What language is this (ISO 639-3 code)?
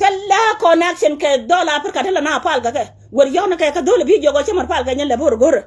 nus